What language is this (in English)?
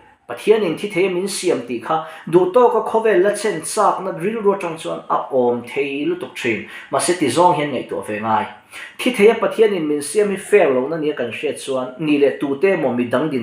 Mizo